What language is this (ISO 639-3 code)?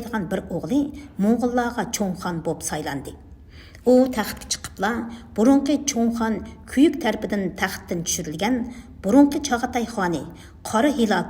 uig